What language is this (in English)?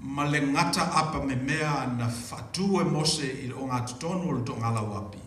Samoan